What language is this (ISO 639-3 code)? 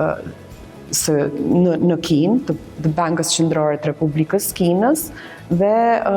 sqi